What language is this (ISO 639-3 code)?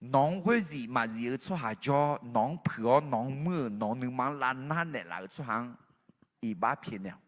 ahk